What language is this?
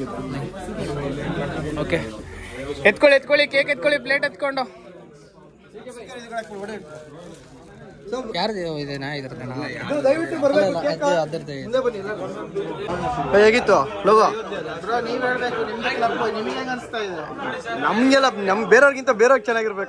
Kannada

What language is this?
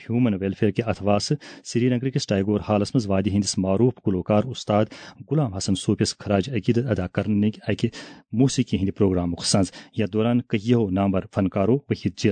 Kashmiri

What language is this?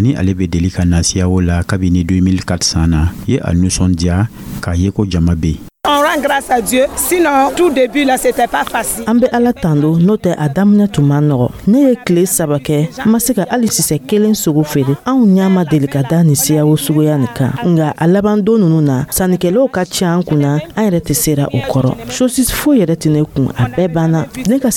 Dyula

